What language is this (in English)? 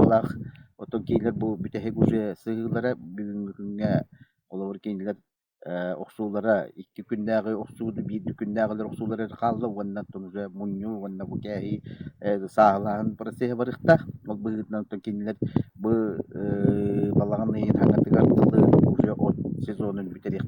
Yakut